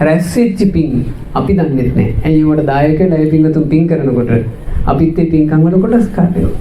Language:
Sinhala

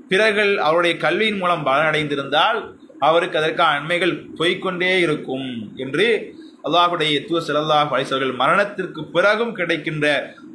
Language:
Tamil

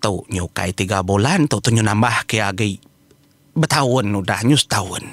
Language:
Iban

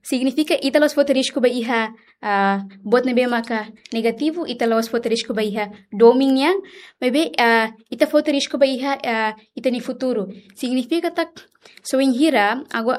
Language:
Tetum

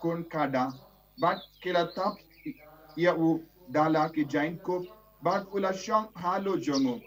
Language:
Khasi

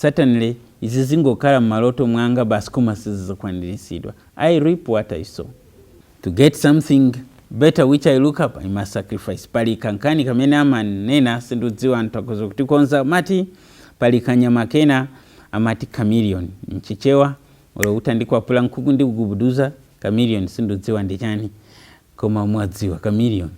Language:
Nyanja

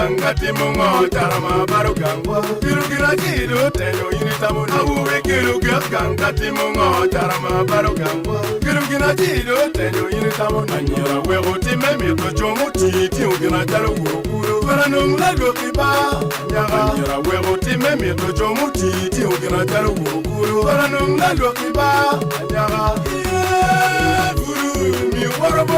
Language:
Acoli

